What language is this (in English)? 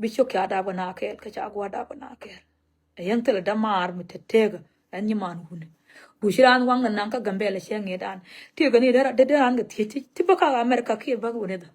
Nuer